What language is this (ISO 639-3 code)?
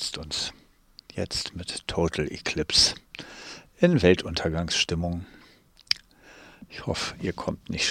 deu